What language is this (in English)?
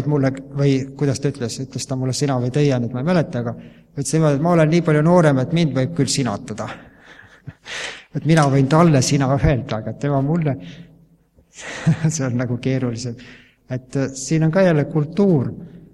Estonian